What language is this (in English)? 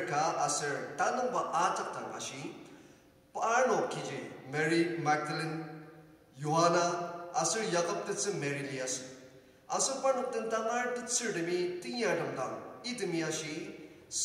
Ao Naga